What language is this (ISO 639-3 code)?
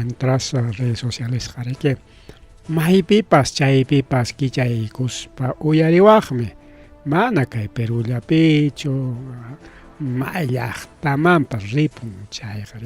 quy